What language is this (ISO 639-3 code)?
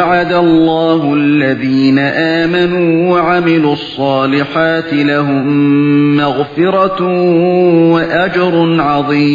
uig